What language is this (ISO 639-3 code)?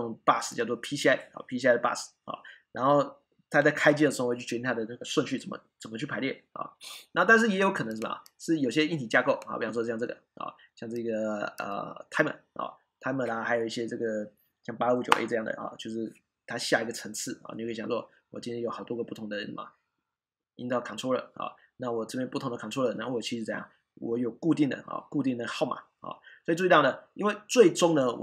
zho